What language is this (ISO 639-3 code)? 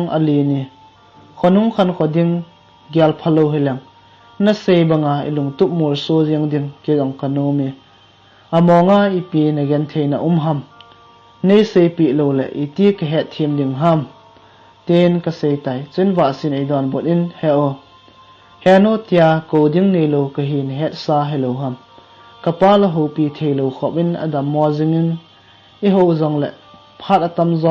tcz